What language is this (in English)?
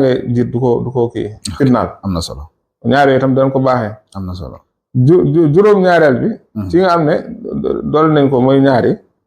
Wolof